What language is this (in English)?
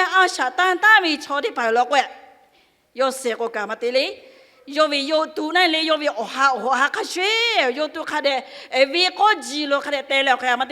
Lahu